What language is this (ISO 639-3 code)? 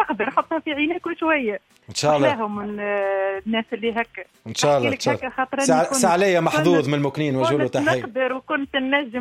aeb